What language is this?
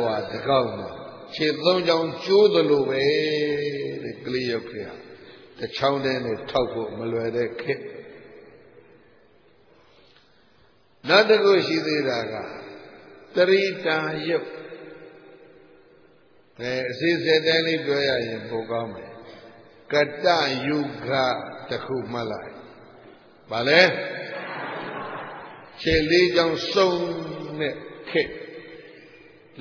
Burmese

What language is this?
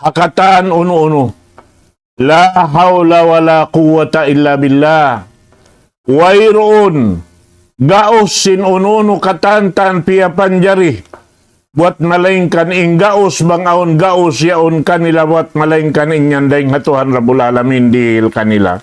Tausug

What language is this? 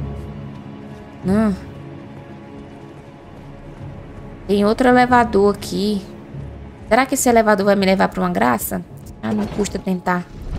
Portuguese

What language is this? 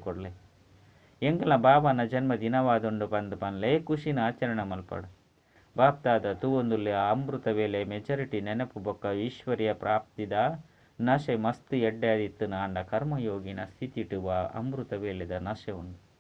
Tulu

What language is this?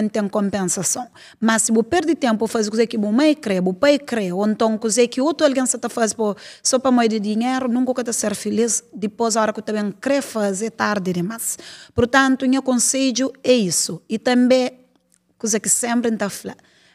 Kabuverdianu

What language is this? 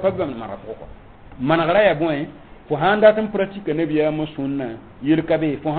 Mossi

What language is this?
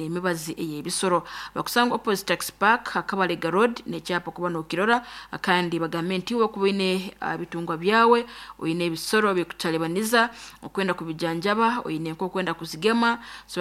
Nyoro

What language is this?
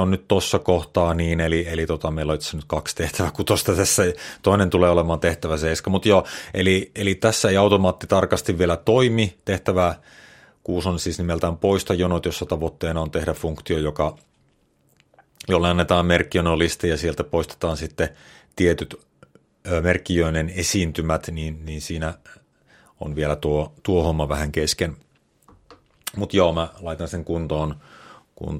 Finnish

